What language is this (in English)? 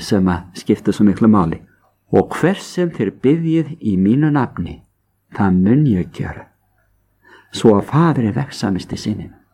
Icelandic